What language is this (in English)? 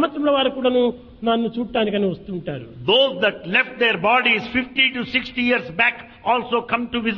Telugu